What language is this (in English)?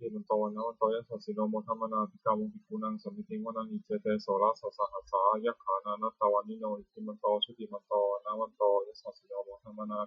Pali